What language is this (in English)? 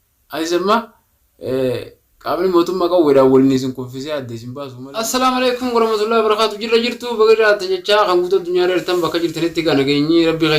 Oromo